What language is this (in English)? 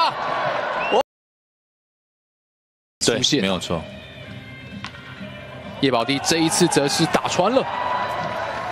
Chinese